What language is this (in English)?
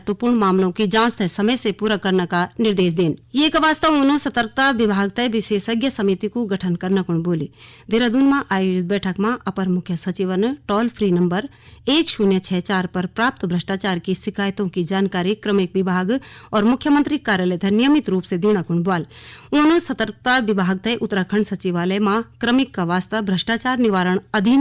Garhwali